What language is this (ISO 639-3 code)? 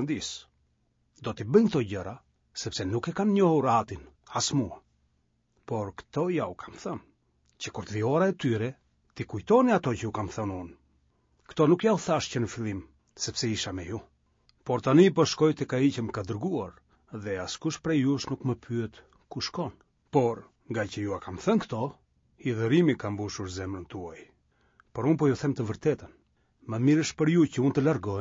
sqi